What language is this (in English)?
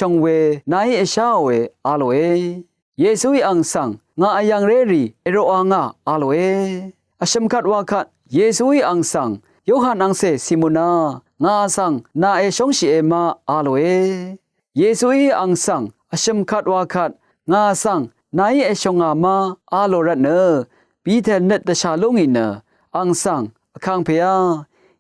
Rawang